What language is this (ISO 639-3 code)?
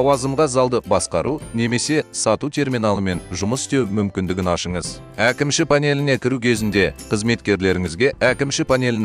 kaz